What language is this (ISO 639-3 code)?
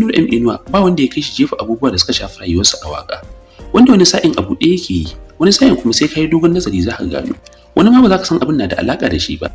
hau